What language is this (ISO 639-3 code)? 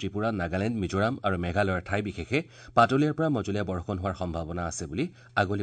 asm